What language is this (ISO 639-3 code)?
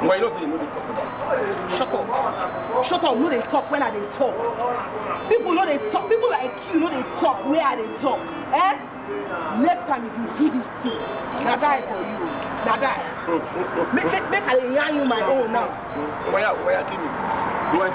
pcm